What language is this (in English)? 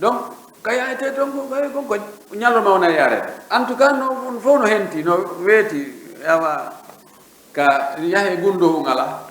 Fula